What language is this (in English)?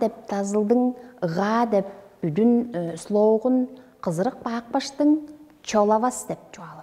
Tuvinian